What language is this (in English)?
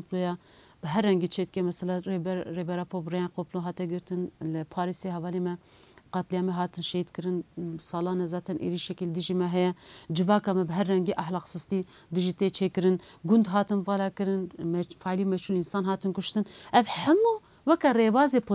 Kurdish